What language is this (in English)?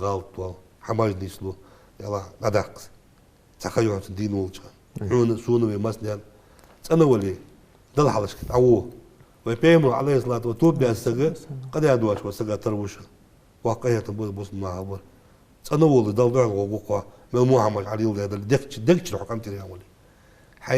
Ingush